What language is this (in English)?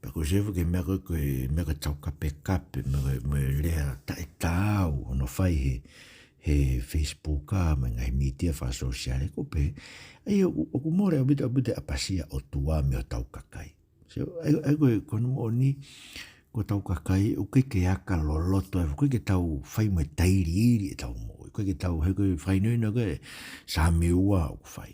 Tongan